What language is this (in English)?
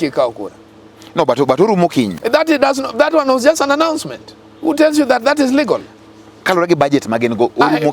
Luo (Kenya and Tanzania)